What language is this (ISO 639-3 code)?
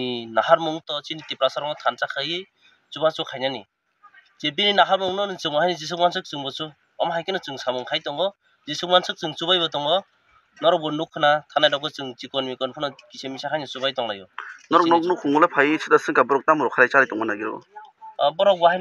trp